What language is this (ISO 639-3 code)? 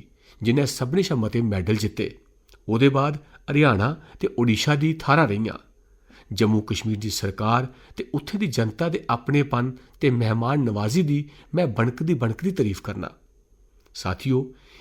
doi